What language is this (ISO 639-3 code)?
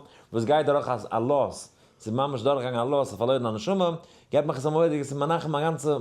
yid